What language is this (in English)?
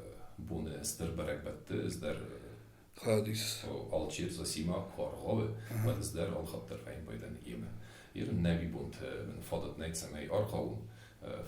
Ossetic